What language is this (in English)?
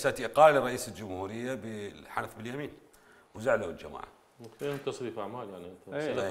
Mesopotamian Arabic